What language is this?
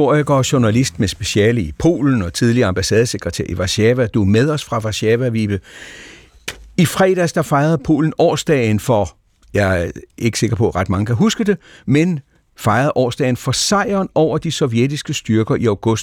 Danish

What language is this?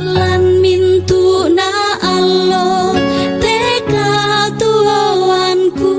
Toraja-Sa'dan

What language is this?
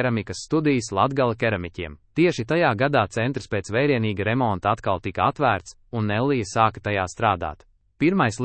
Latvian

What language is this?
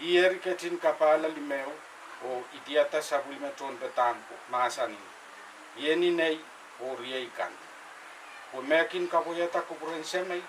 Pohnpeian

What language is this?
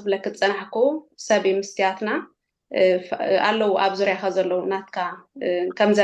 Tigrinya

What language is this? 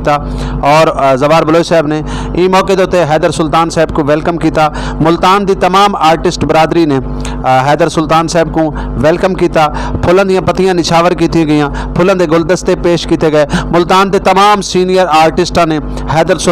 Saraiki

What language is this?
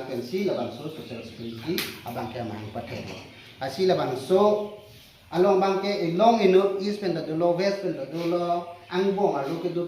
Karbi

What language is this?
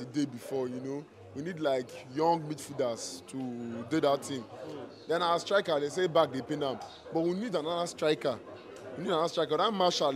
Nigerian Pidgin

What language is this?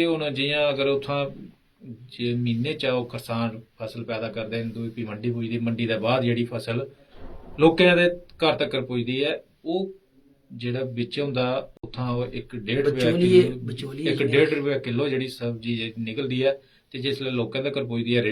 Dogri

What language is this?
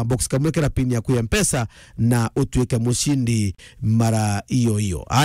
Meru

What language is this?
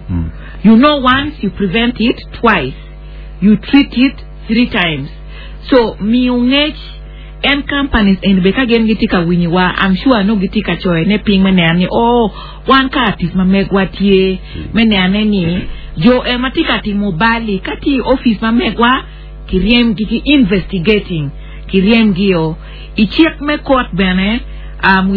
Acoli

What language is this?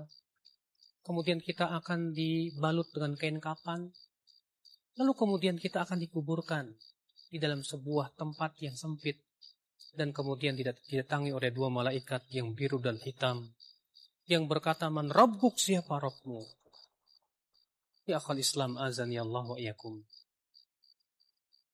Indonesian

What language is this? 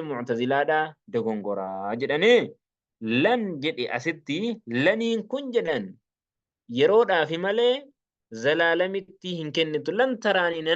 Oromo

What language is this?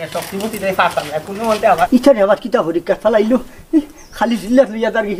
Sylheti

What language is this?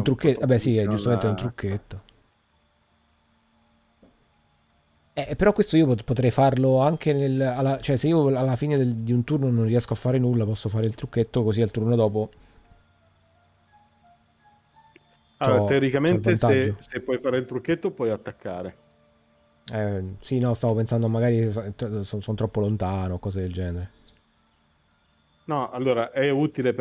Italian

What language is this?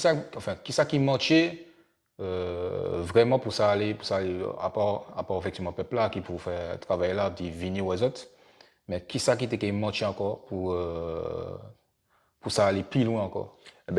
Guadeloupean Creole French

